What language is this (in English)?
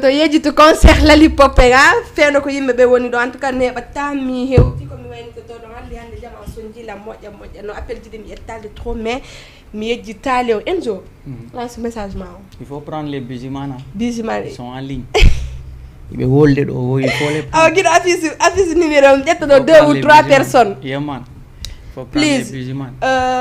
Fula